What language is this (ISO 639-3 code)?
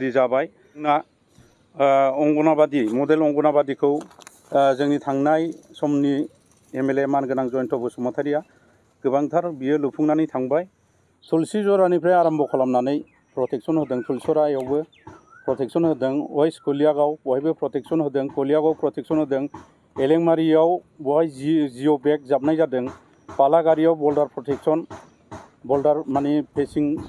brx